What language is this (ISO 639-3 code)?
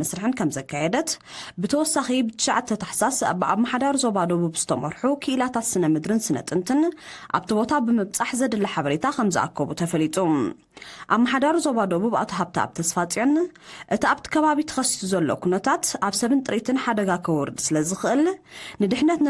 tir